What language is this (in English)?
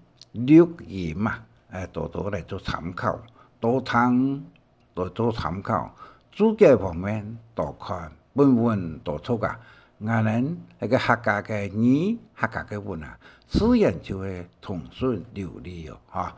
Hakka Chinese